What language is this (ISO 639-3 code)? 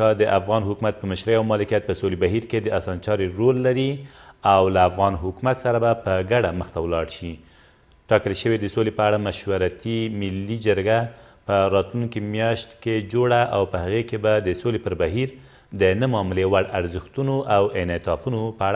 pus